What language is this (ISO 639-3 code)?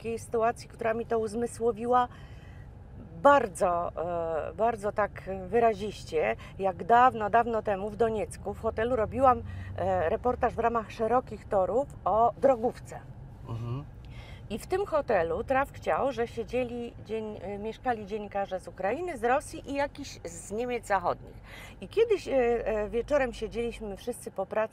pol